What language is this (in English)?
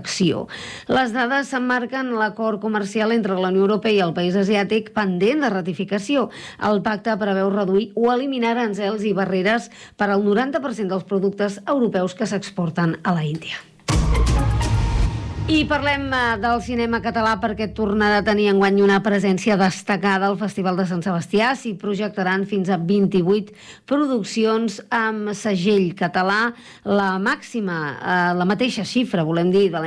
Catalan